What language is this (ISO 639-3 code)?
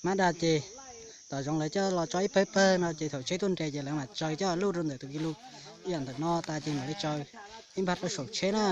hmn